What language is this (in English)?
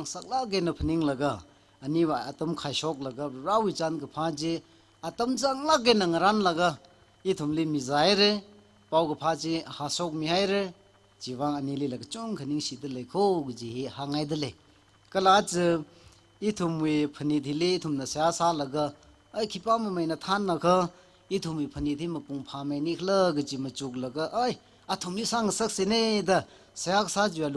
Tangkhul Naga (India)